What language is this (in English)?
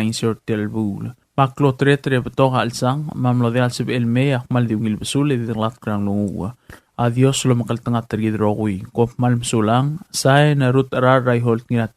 Palauan